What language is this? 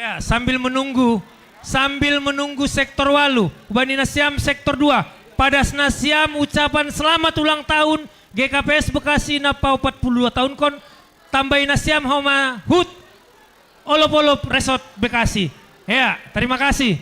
Batak Simalungun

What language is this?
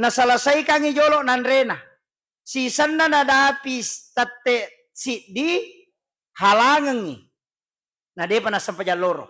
Buginese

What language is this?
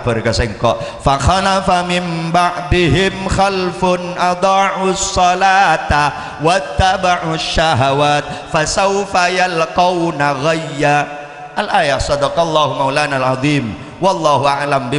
Madurese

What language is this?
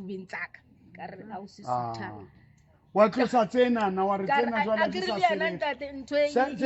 Southern Sotho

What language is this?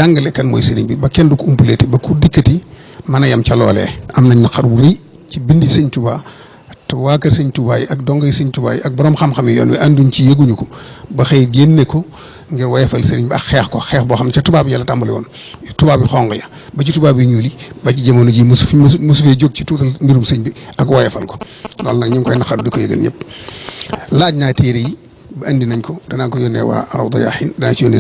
Wolof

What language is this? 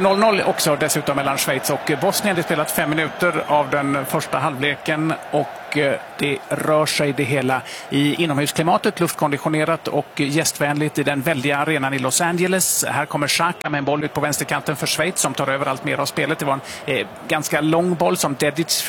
Swedish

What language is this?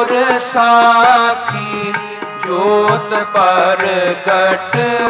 Punjabi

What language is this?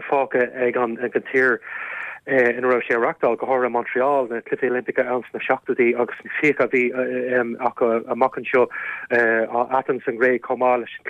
Irish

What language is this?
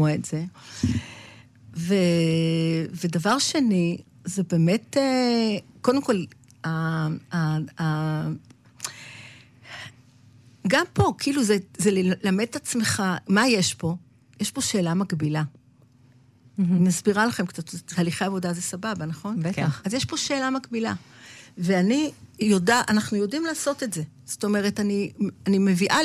Hebrew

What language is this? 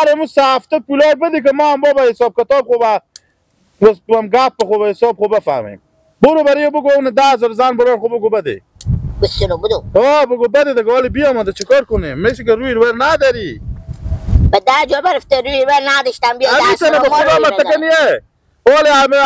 Persian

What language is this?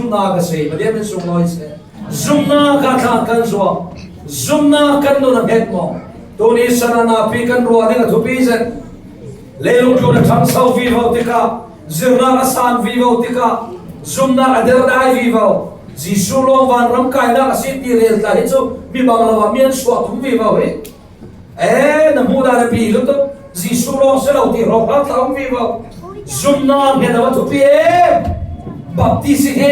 Falam Chin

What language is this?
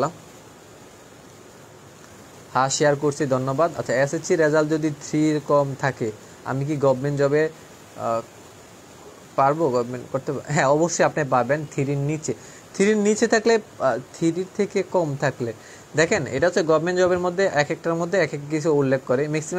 Bangla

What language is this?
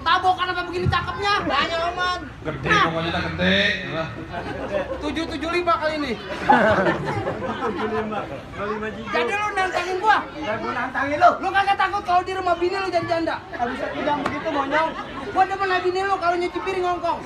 Betawi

